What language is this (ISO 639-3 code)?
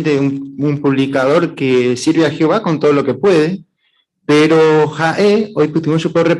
grn